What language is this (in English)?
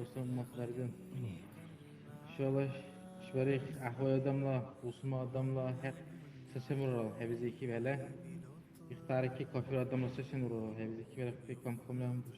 Dargwa